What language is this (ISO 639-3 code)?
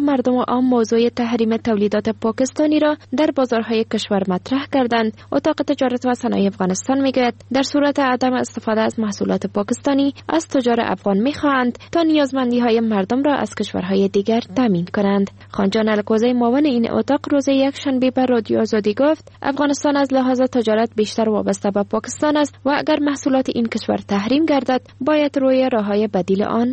fas